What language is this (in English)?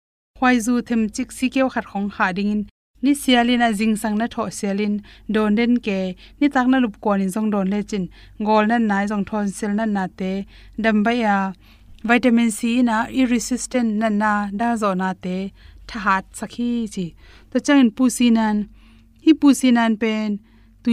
Tedim Chin